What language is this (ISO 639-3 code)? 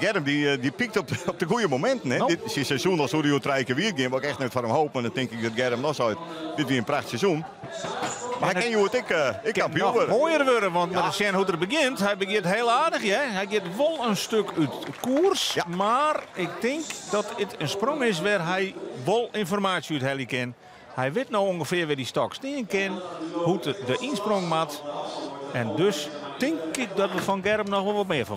fry